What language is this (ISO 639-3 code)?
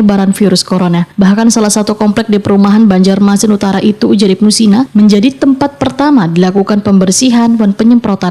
bjn